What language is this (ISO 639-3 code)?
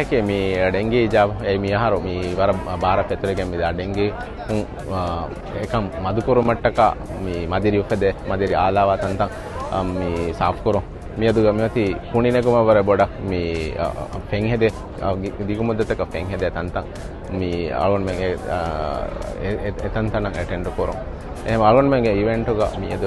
div